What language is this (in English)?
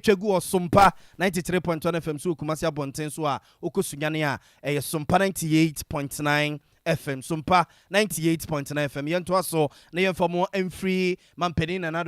Akan